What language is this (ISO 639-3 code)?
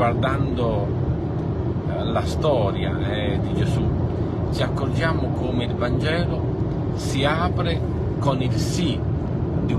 ita